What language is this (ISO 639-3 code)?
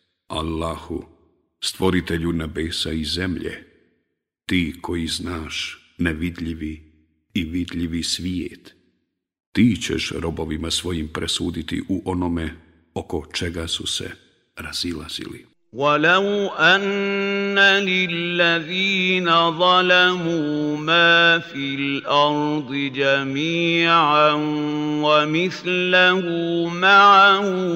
bos